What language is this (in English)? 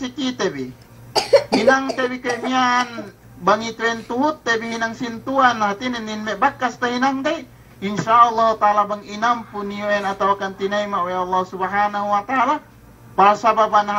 Yakan